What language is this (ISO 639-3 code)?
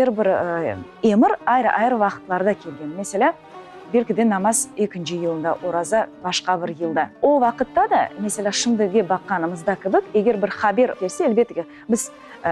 crh